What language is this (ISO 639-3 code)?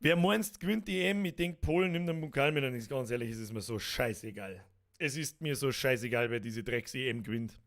bar